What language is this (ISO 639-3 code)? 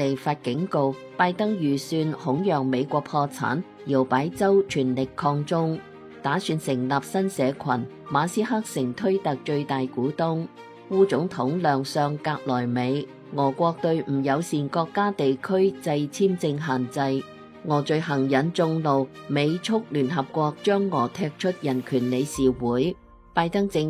yue